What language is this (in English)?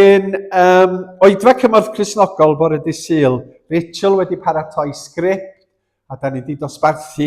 Welsh